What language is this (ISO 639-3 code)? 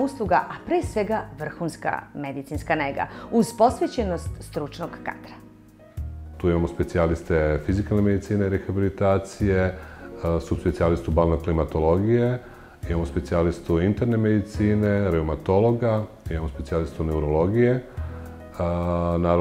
srp